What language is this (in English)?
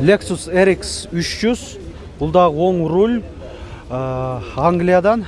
Kyrgyz